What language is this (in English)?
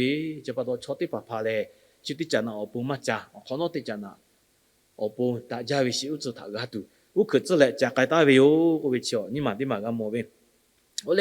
Lahu